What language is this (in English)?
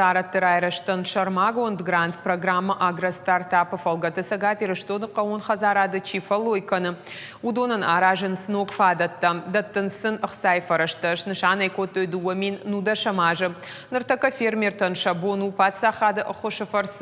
Ossetic